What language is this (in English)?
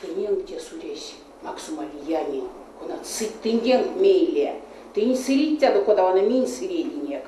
Erzya